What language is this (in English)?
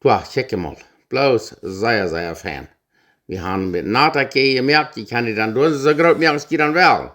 Plautdietsch